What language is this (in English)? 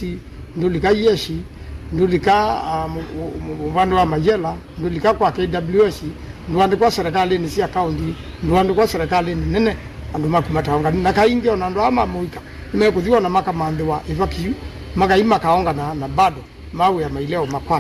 Kamba